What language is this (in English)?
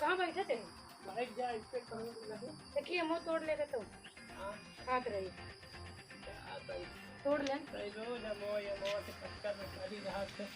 Awadhi